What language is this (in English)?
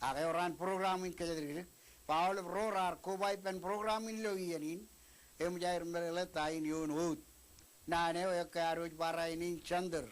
Marshallese